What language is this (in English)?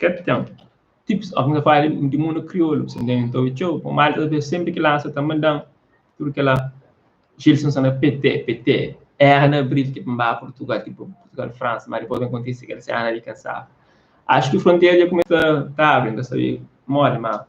Kabuverdianu